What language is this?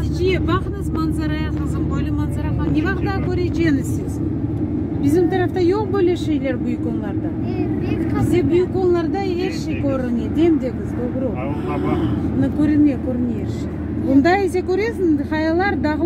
Crimean Tatar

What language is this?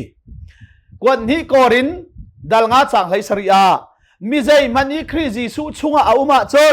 Hakha Chin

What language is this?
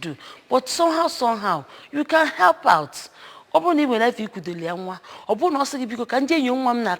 Igbo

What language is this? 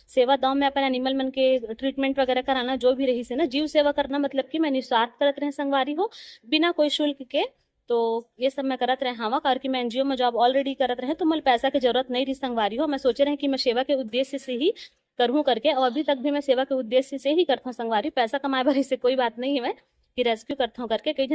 Chhattisgarhi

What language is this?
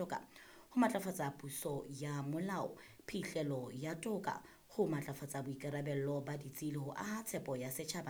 Southern Sotho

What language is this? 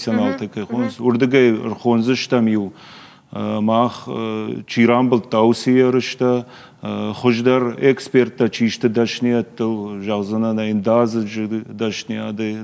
Ossetic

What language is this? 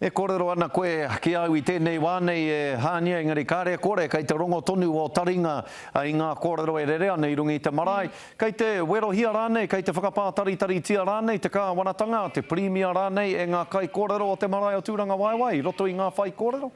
Māori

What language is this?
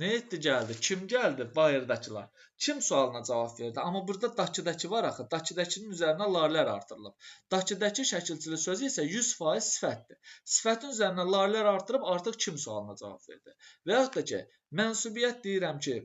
Azerbaijani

